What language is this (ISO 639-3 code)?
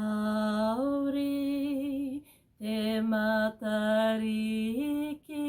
mri